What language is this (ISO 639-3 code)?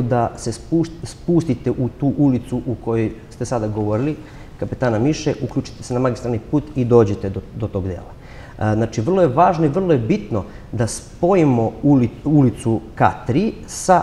srp